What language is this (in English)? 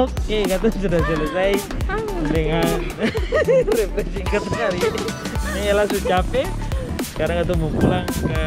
Ambonese Malay